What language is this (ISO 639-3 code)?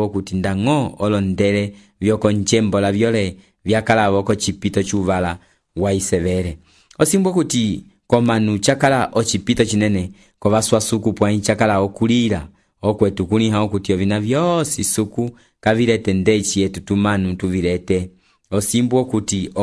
umb